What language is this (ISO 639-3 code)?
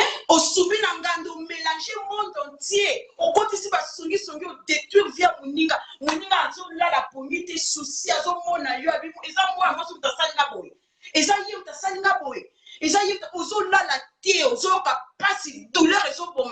lin